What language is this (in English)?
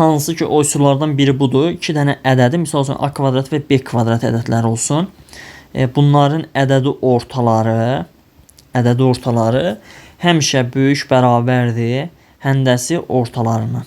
Azerbaijani